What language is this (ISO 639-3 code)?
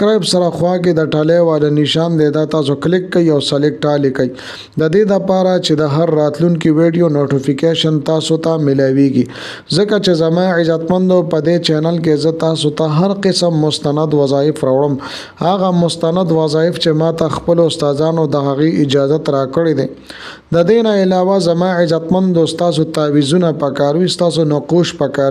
pus